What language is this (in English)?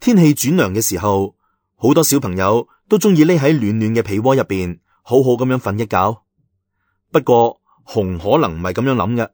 Cantonese